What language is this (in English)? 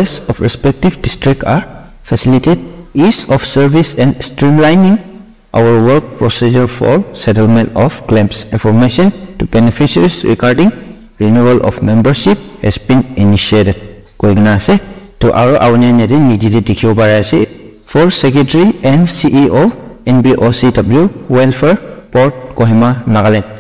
Naga Pidgin